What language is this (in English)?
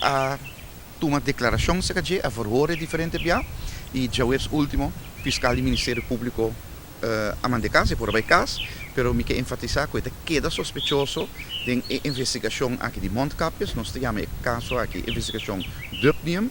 Papiamento